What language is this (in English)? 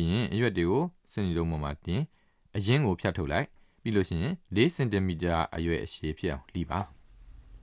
Burmese